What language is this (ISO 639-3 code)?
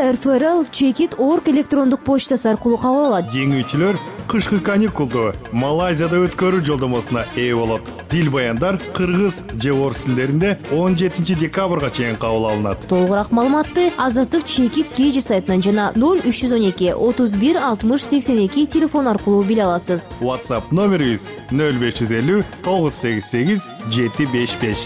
kir